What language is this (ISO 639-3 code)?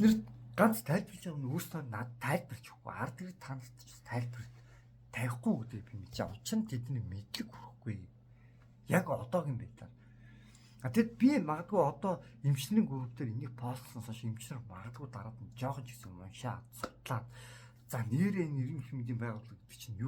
mon